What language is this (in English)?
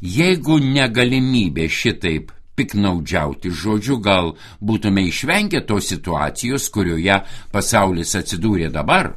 Lithuanian